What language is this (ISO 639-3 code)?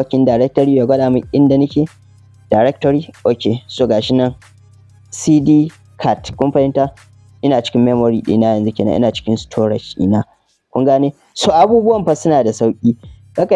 hau